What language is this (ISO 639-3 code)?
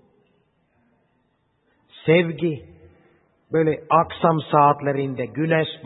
tur